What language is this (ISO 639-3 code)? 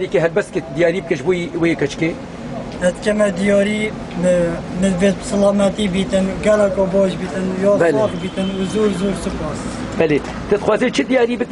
kur